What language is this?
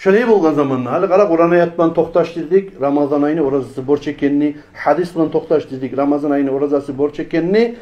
Kumyk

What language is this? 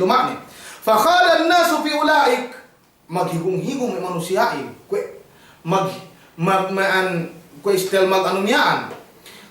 Yakan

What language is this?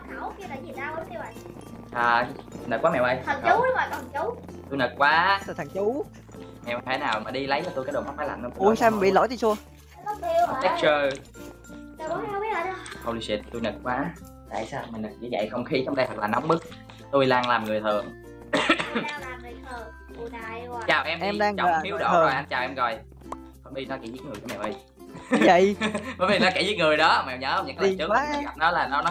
Vietnamese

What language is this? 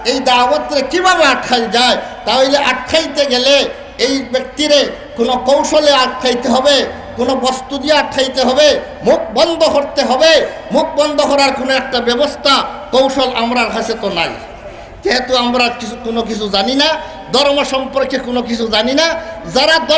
Sylheti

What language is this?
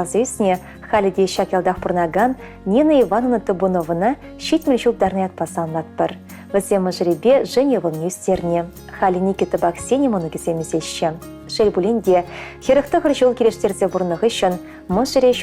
Chuvash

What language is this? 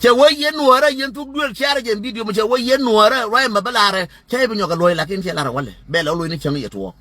Nuer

